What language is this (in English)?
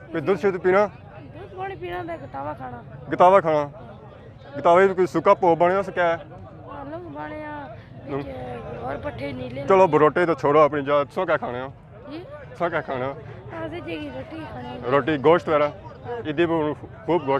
Pahari-Potwari